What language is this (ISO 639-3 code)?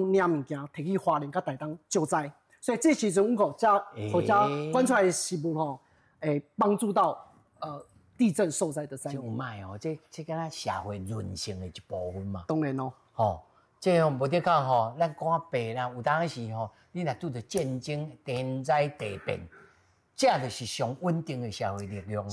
nan